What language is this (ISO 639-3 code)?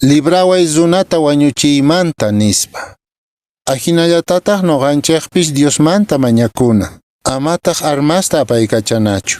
que